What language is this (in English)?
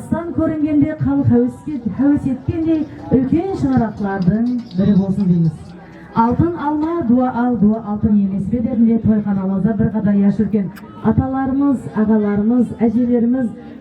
Kara-Kalpak